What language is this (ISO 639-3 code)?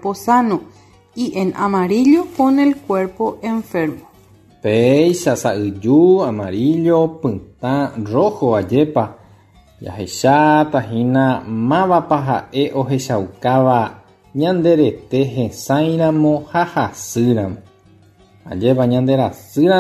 grn